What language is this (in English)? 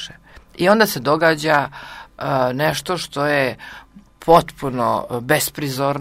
Serbian